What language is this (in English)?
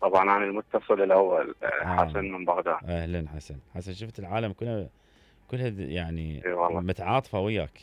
Mesopotamian Arabic